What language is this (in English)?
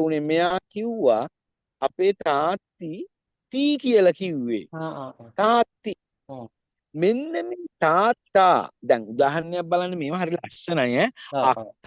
Sinhala